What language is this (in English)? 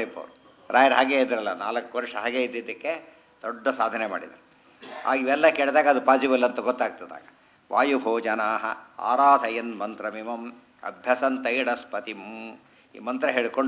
Kannada